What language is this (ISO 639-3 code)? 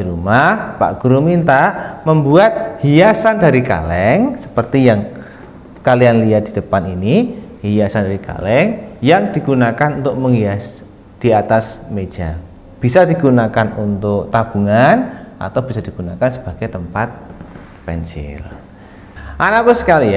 ind